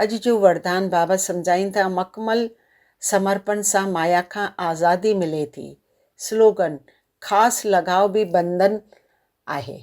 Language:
Sindhi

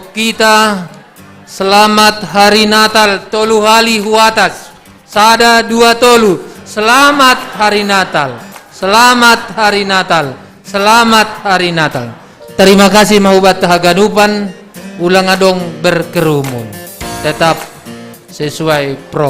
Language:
Batak Simalungun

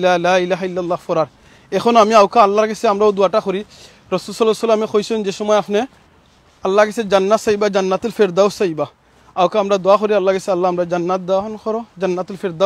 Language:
Sylheti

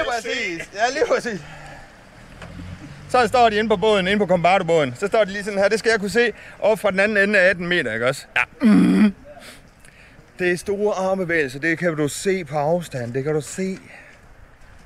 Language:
Danish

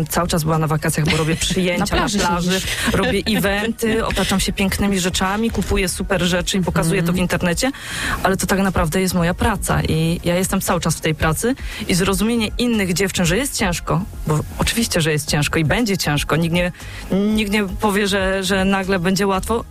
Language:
Polish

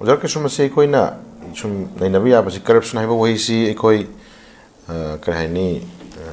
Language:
Manipuri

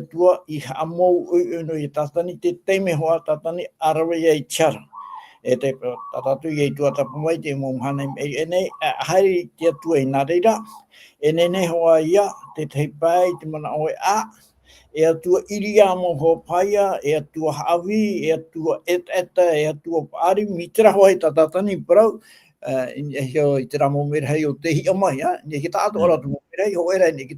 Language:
Tahitian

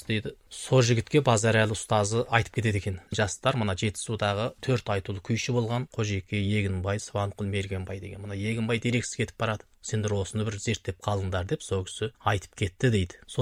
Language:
Kazakh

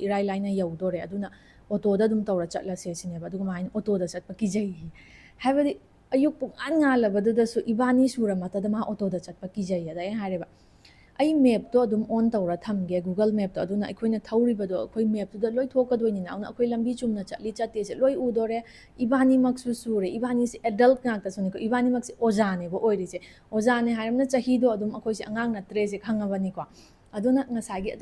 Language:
Manipuri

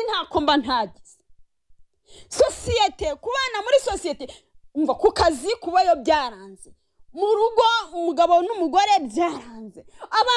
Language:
Kinyarwanda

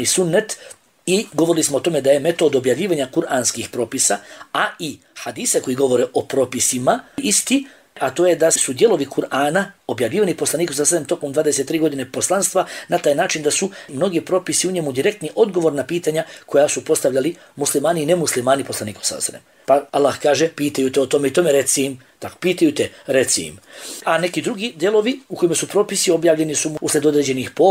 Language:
Bosnian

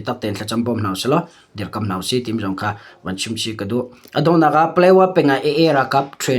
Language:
Hakha Chin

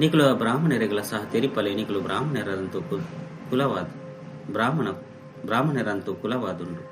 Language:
Tulu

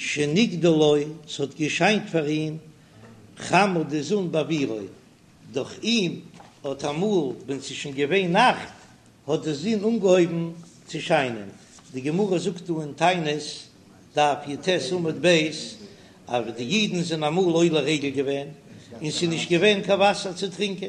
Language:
Yiddish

